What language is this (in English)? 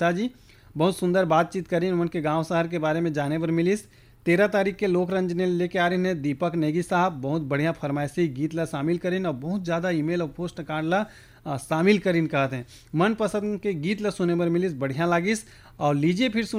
Chhattisgarhi